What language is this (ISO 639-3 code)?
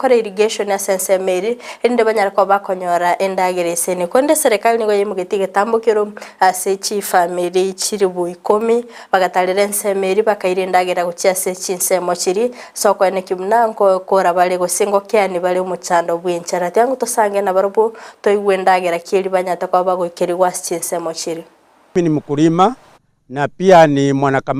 guz